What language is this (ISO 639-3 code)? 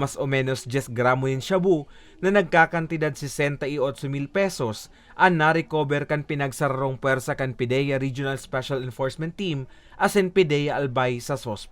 bik